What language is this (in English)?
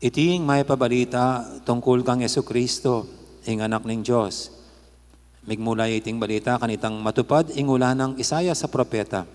Pampanga